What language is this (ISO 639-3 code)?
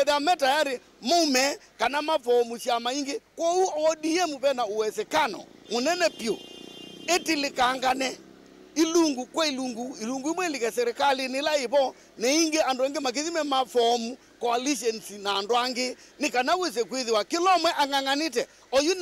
kam